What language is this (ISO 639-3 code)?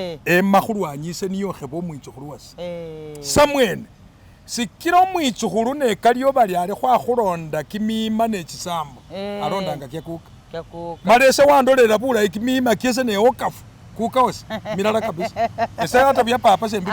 myx